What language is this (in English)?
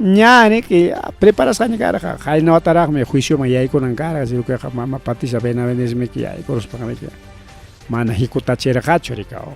Ayacucho Quechua